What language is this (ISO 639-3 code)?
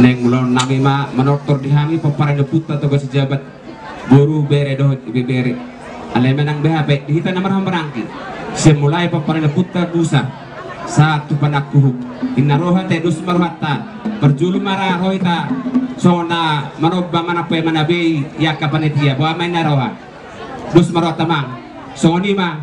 bbc